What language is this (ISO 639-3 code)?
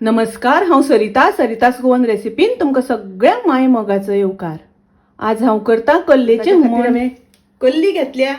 kok